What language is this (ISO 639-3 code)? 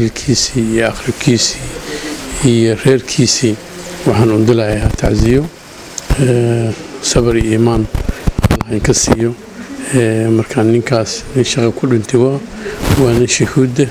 som